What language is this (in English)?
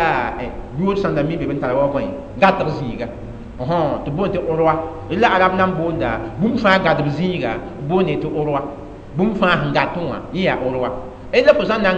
Mossi